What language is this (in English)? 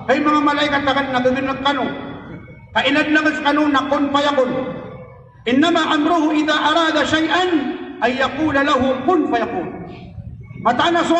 Maranao